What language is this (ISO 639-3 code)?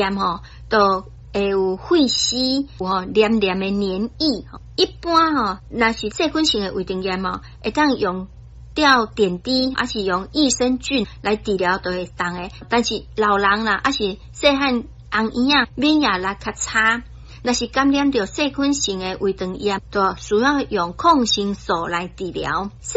nan